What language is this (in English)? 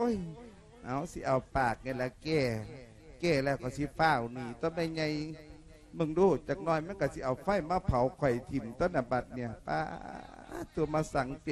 Lao